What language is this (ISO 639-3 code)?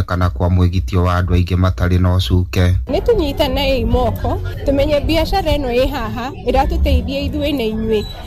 kik